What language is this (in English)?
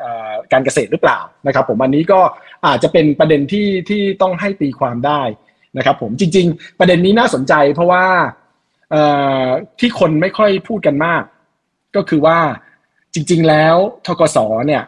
Thai